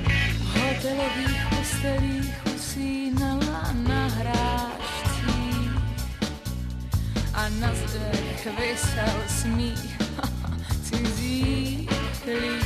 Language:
Czech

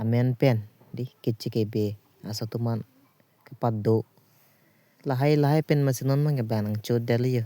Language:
Karbi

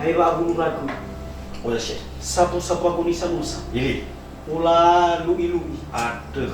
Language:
Nias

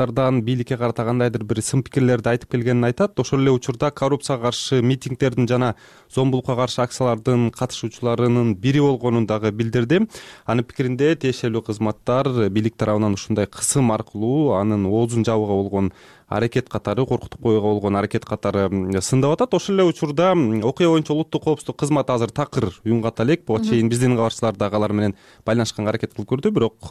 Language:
Kyrgyz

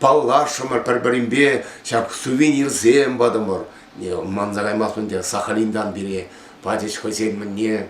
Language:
Chuvash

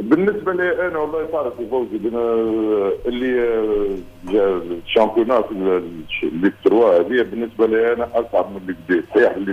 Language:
Tunisian Arabic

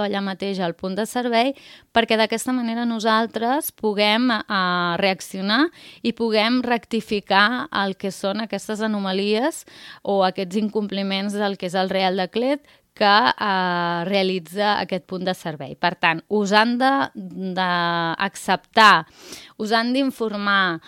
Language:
Catalan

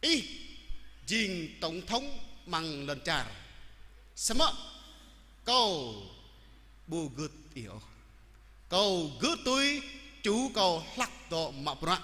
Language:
Jarai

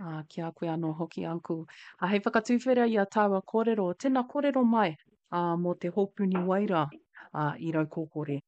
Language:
Māori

